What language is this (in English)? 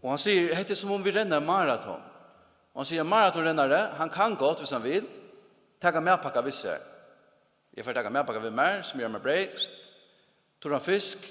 Faroese